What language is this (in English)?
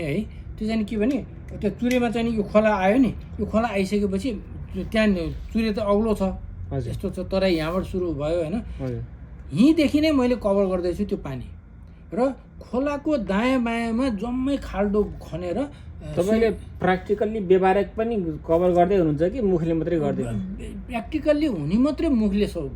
Nepali